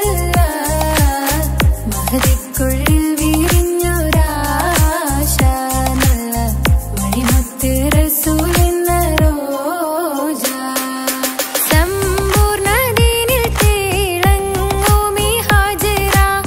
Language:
Malayalam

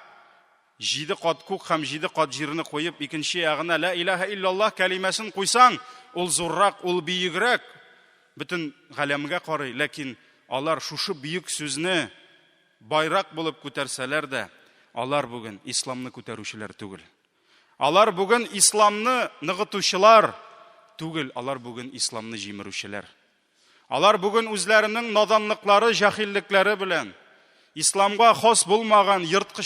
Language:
Tatar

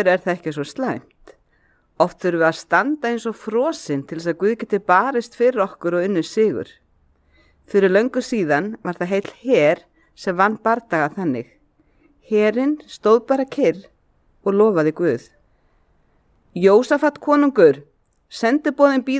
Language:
Icelandic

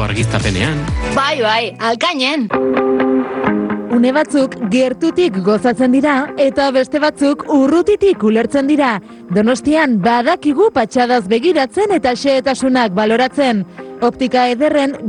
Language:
Basque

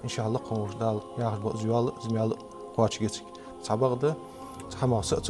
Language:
Ingush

